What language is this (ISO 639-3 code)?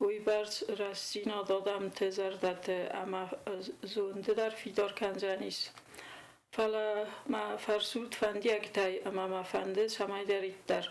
oss